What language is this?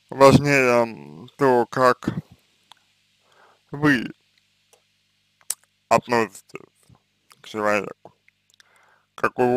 Russian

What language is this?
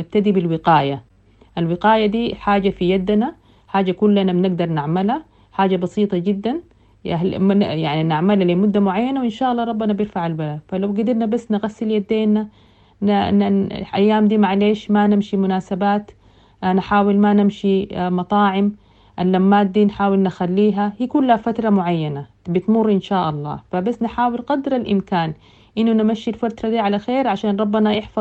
Sudanese Arabic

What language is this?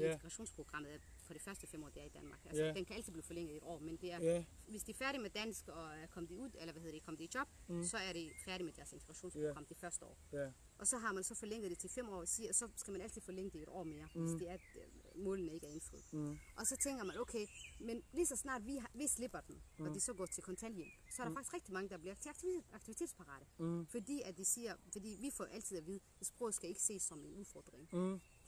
Danish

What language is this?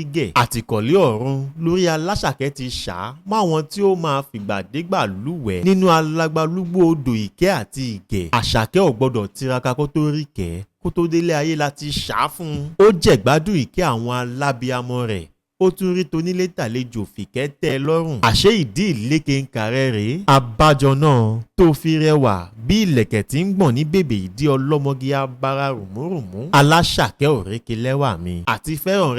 Yoruba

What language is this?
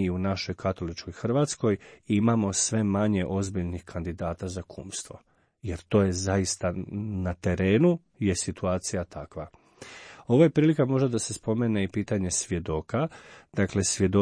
Croatian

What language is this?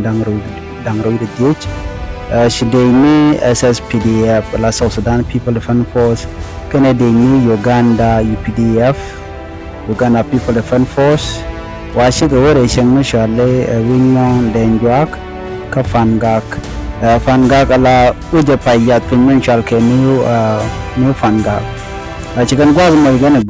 Nuer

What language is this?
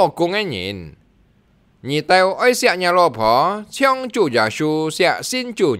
Hakka Chinese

